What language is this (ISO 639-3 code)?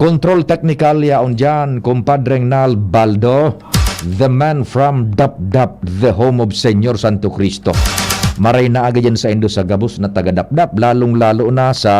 bik